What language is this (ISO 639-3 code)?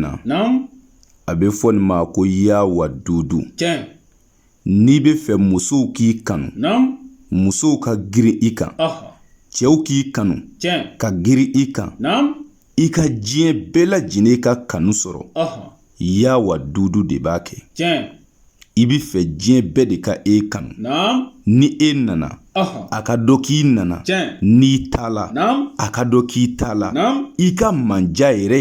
bam